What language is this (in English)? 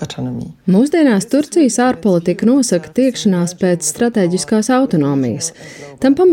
Latvian